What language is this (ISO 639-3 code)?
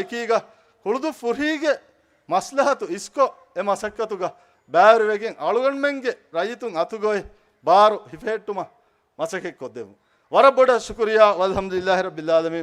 div